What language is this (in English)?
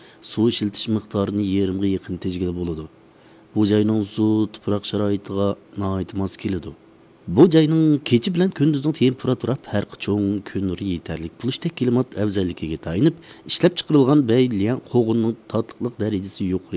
Uyghur